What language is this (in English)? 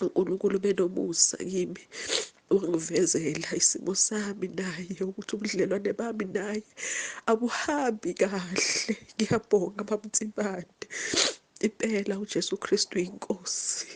Zulu